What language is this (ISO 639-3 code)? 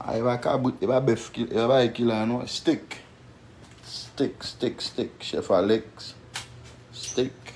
hat